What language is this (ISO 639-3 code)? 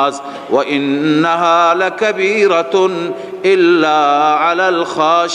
fas